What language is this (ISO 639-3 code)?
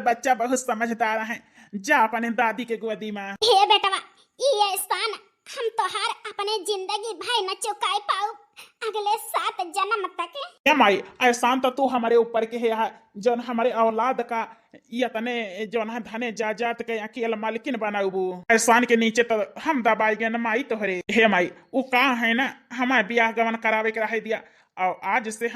awa